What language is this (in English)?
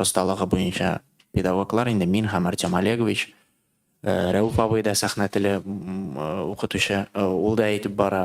Tatar